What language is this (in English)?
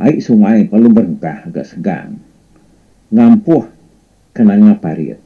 Iban